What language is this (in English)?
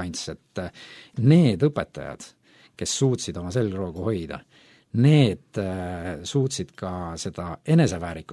Estonian